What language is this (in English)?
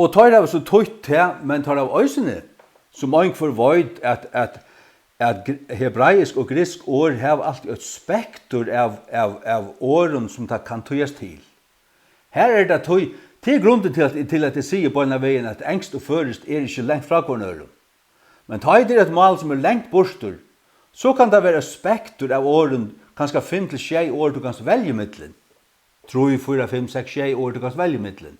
Faroese